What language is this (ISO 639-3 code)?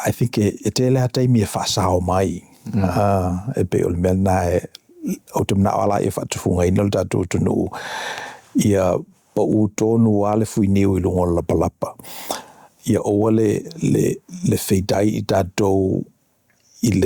smo